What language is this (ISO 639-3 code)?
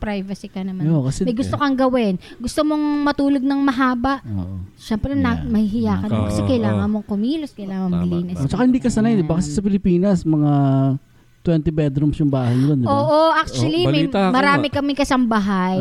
fil